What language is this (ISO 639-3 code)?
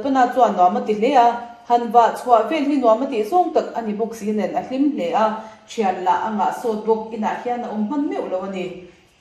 lus